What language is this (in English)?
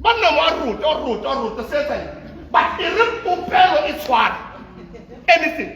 Southern Sotho